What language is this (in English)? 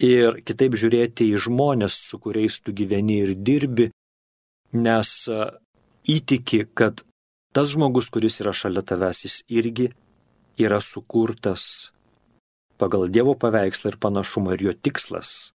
Lithuanian